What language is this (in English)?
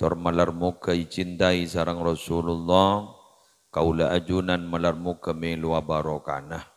Madurese